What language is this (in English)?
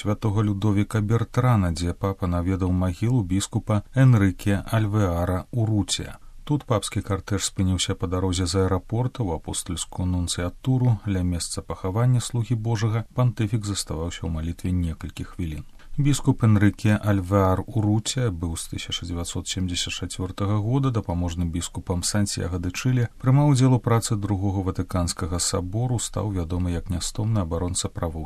Belarusian